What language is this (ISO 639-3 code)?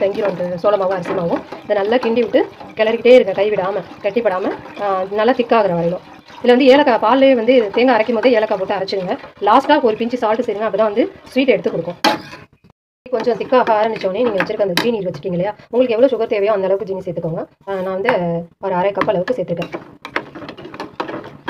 tam